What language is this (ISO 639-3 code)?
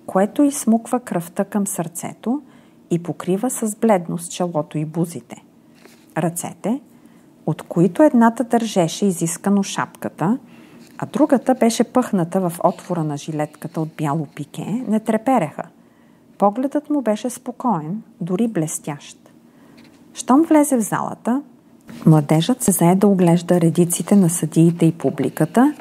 bul